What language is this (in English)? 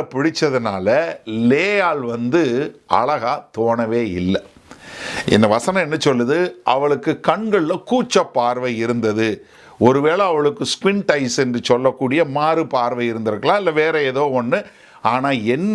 Tamil